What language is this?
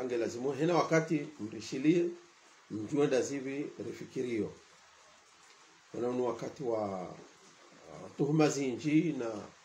Swahili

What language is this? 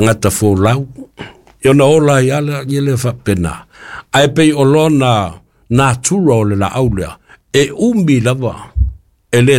Samoan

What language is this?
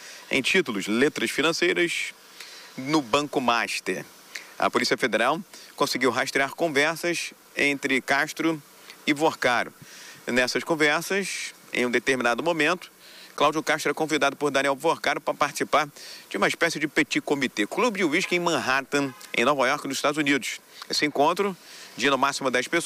Portuguese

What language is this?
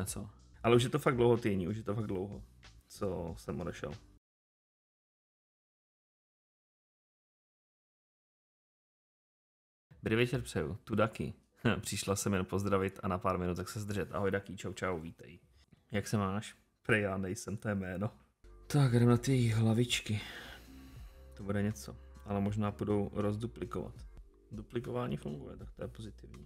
Czech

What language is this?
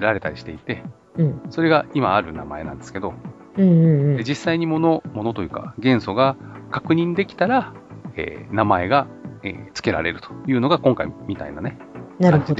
Japanese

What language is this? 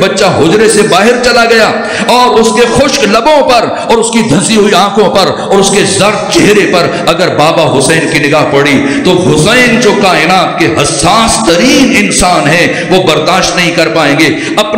Urdu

